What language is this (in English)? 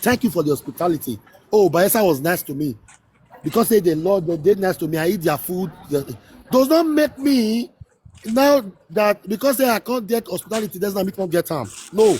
Nigerian Pidgin